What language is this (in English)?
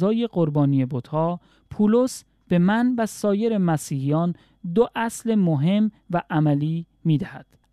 Persian